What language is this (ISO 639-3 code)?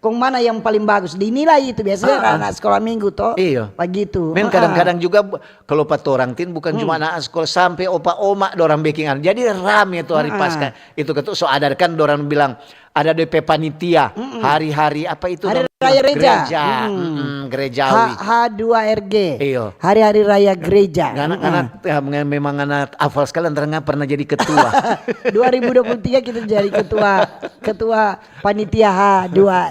xmm